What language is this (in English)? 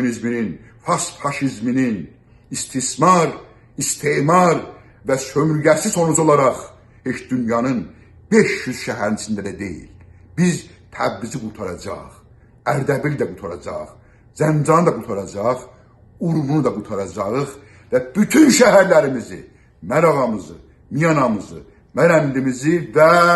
South Azerbaijani